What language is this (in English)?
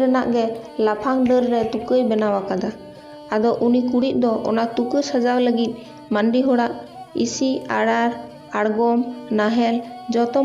Santali